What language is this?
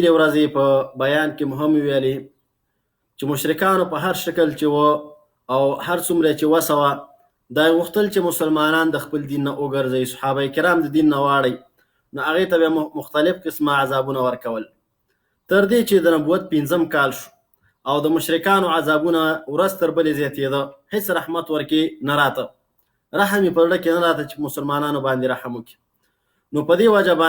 Pashto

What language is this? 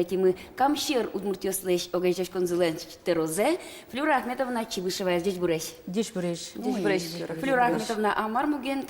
Udmurt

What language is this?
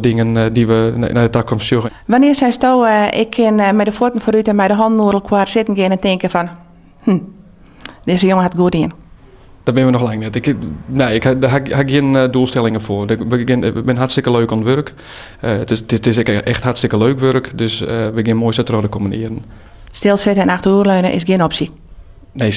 Western Frisian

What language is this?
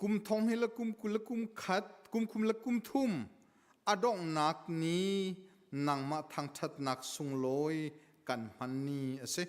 Hakha Chin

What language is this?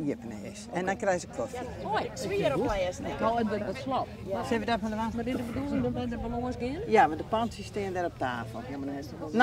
Western Frisian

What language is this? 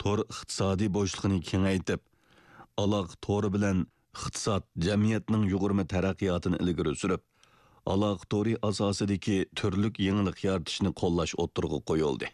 Uyghur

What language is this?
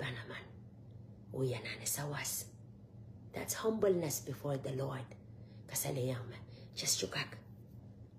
Pohnpeian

